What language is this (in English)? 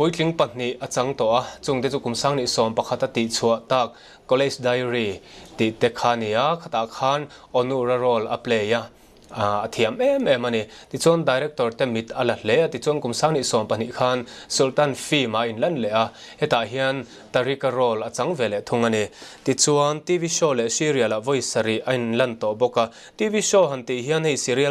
Mizo